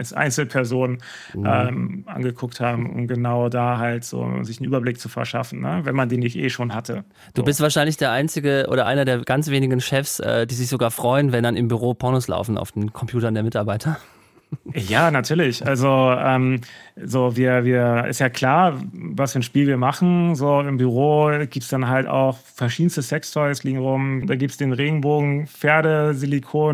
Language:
German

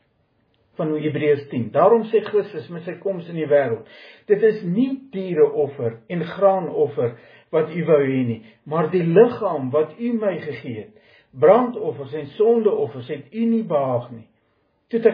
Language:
Afrikaans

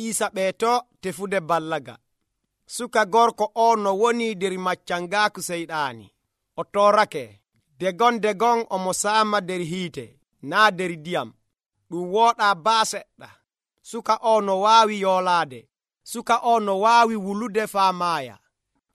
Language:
Nigerian Fulfulde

